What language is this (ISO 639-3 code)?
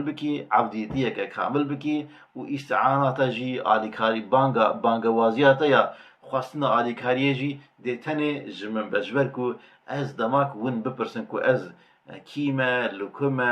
kur